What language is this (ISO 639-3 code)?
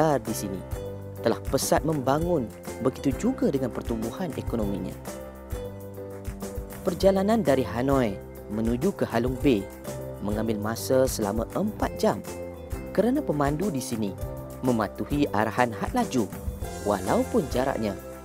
msa